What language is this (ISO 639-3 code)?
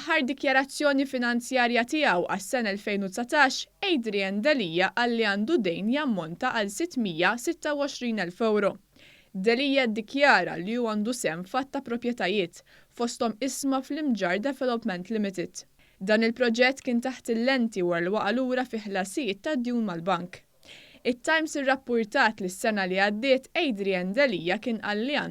mlt